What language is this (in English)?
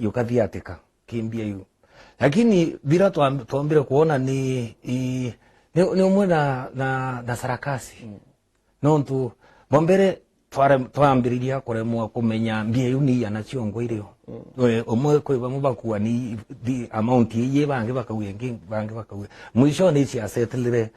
Meru